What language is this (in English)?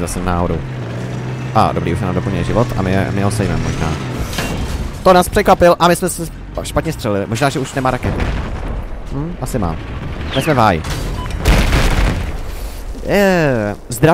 Czech